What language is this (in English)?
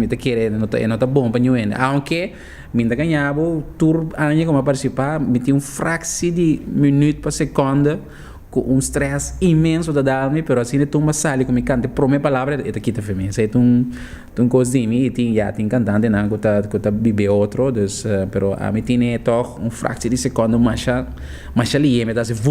Papiamento